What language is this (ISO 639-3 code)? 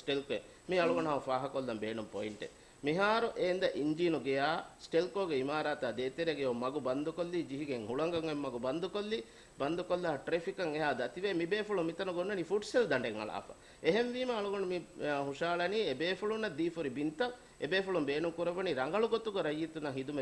div